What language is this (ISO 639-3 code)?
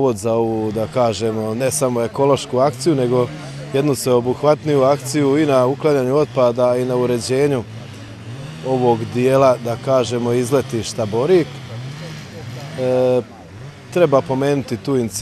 bos